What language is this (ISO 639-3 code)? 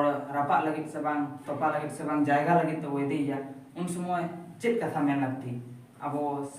sat